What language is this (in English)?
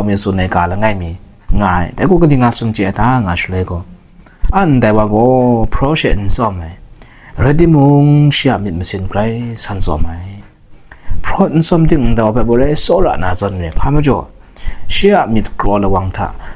Kachin